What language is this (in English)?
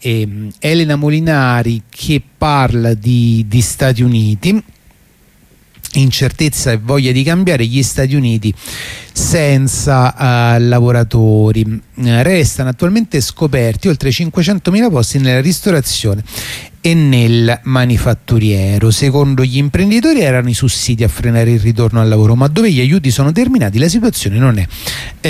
Italian